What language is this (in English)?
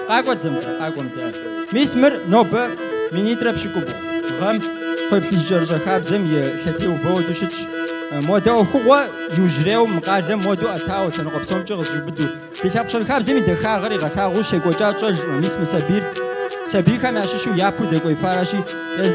Kabardian